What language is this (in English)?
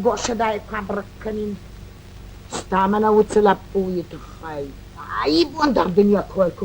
Ossetic